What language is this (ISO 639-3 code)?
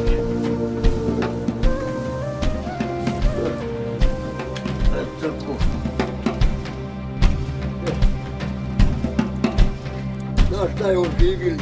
bos